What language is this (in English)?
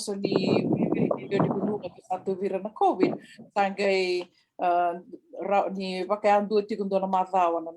Fijian